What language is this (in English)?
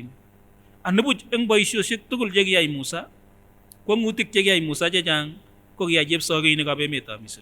Kipsigis